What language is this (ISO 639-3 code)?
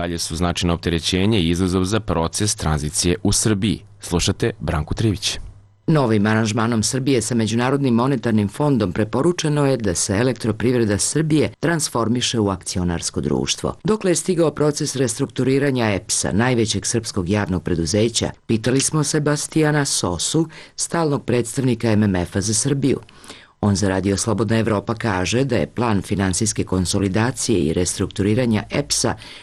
srp